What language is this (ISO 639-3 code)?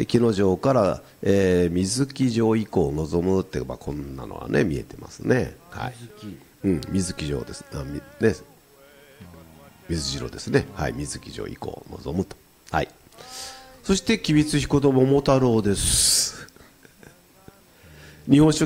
jpn